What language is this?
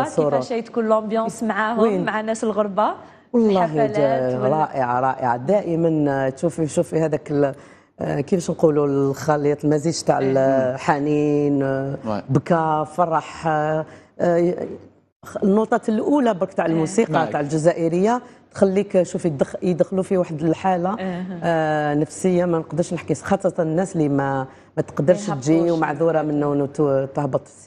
Algerian Arabic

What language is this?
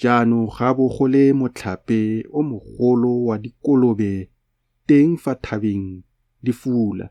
Tswana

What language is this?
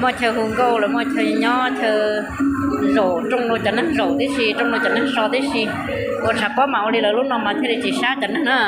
Hmong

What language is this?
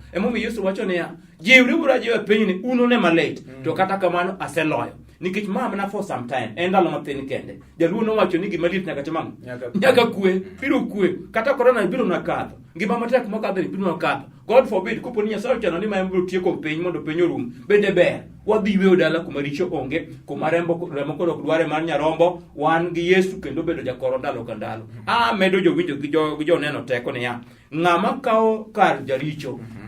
Luo (Kenya and Tanzania)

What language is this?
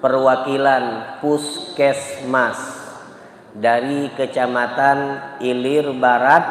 Musi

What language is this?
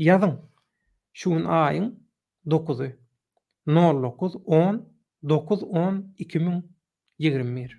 Turkmen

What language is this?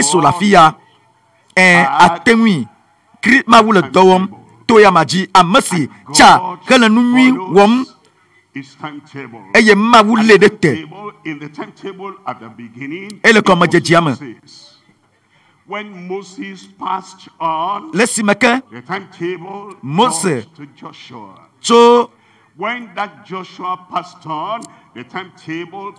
Ewe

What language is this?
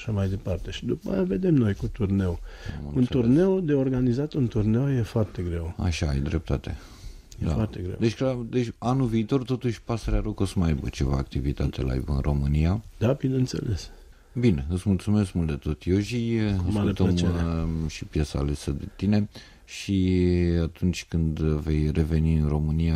Romanian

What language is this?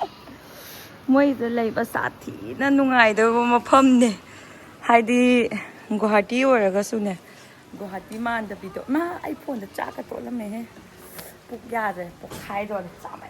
Manipuri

